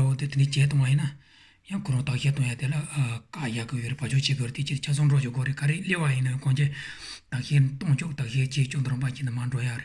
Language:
Tibetan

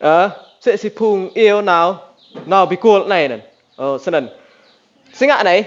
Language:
Rade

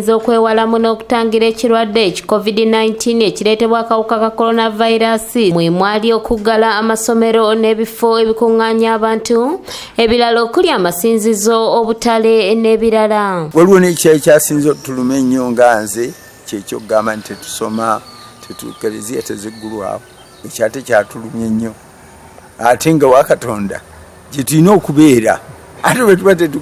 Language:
Ganda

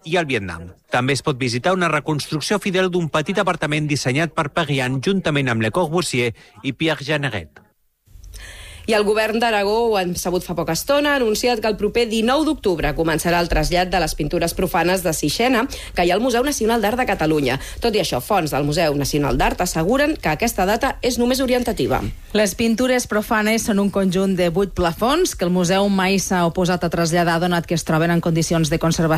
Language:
Catalan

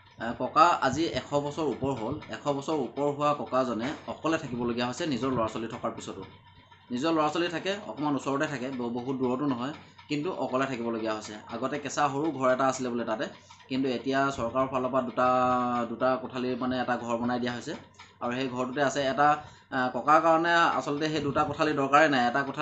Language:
Assamese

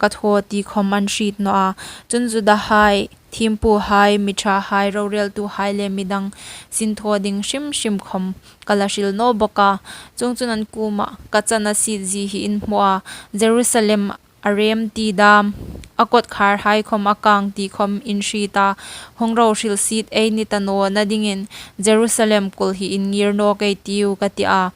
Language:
Hmar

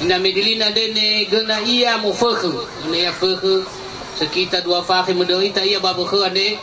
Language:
Nias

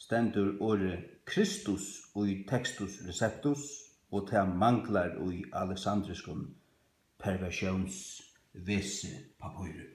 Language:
Faroese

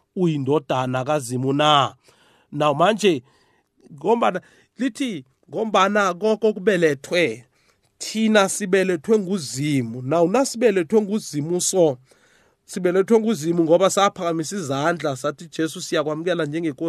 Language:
South Ndebele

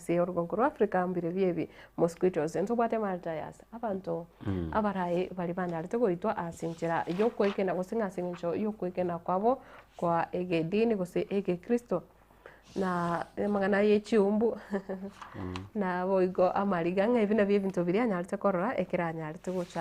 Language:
Gusii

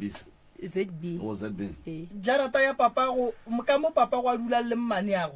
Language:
Northern Sotho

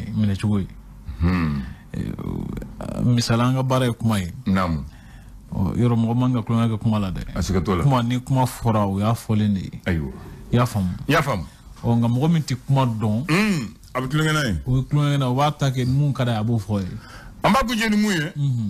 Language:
Bambara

